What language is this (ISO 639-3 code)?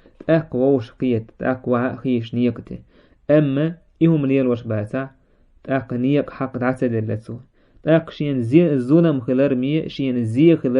che